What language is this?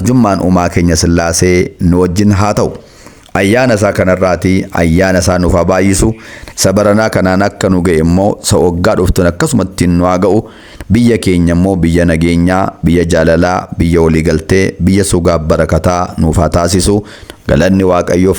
Oromo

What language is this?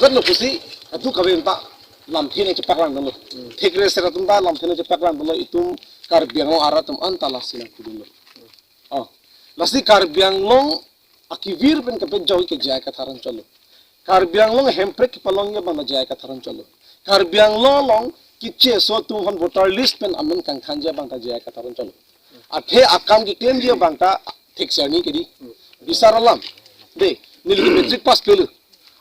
Karbi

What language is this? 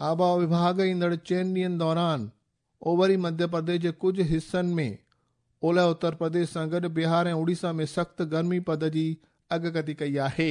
Sindhi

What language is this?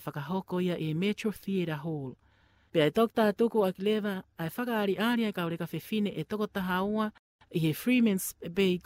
Tongan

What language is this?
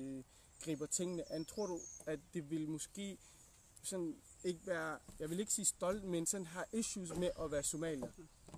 Danish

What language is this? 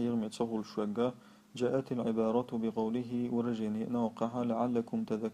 Chechen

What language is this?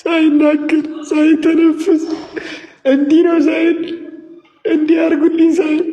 Amharic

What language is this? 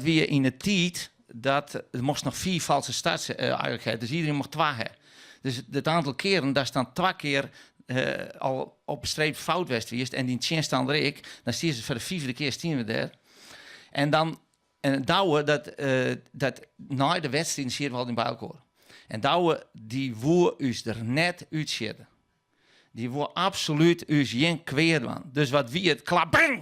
Western Frisian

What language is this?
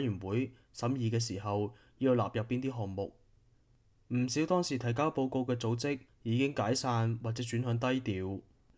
Cantonese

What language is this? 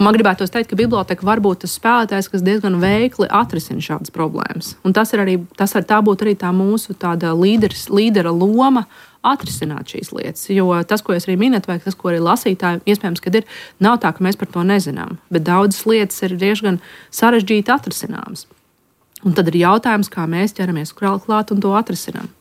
Latvian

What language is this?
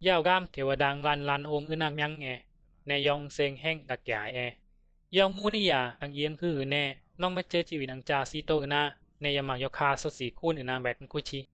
Bisu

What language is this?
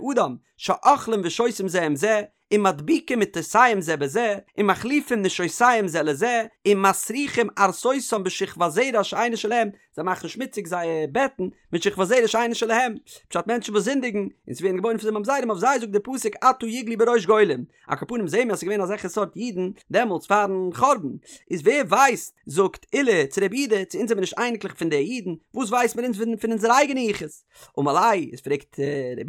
Yiddish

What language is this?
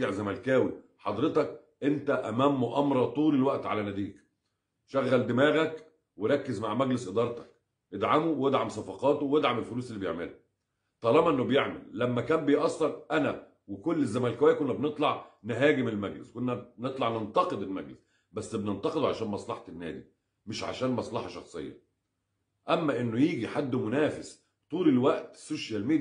Egyptian Arabic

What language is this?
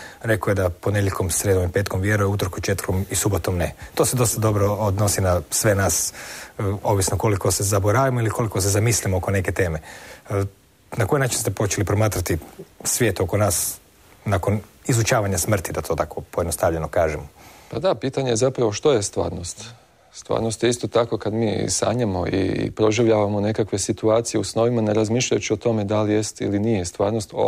Croatian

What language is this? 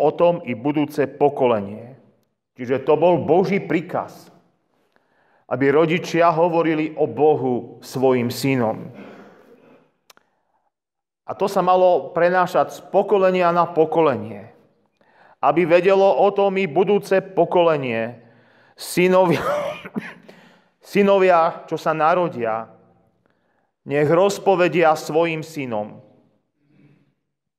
Slovak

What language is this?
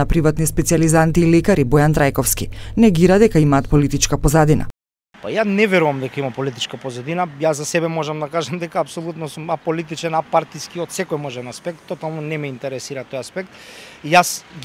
Macedonian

